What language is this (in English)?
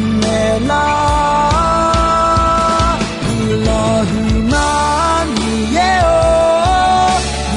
Akha